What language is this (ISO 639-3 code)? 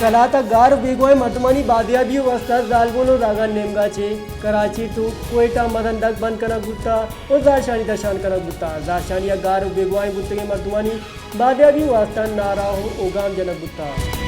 bal